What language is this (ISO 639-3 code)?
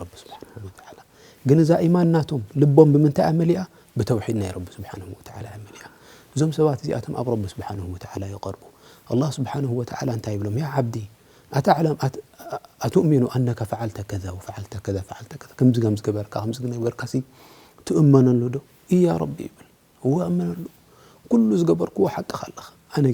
tir